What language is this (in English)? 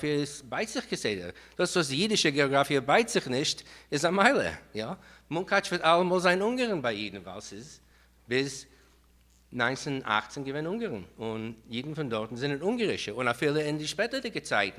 Yiddish